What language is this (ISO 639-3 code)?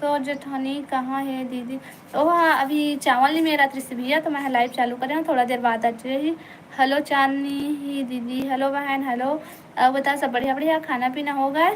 hne